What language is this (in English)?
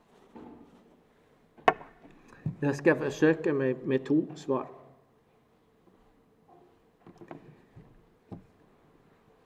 Norwegian